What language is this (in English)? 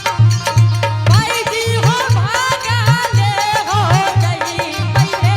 Angika